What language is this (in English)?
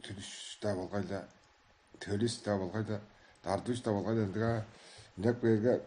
Tuvinian